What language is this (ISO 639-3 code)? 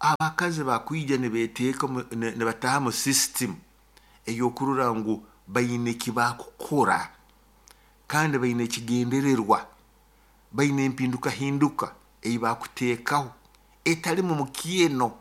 nyo